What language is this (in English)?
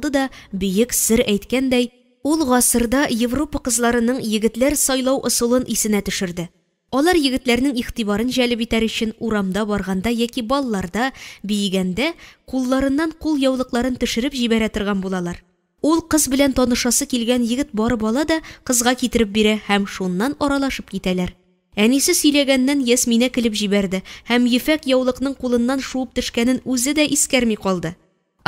Tatar